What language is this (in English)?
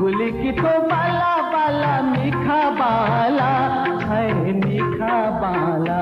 Newari